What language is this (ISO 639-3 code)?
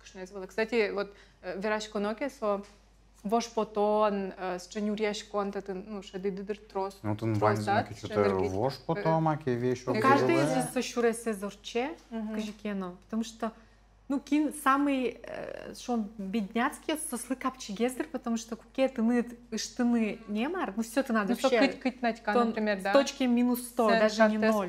udm